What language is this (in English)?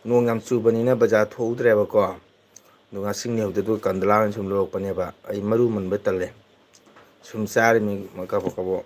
Manipuri